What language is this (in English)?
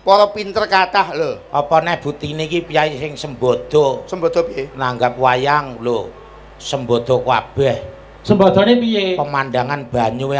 Javanese